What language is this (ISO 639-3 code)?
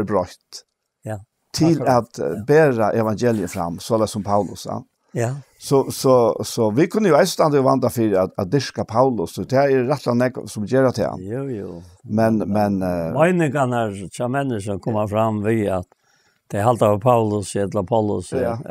fao